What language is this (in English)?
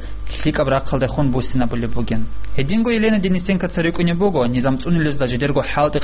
Avaric